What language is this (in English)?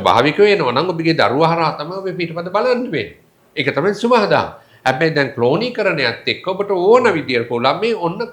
Sinhala